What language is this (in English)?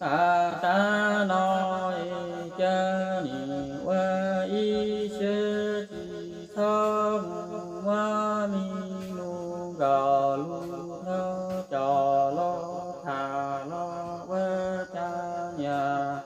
Hmong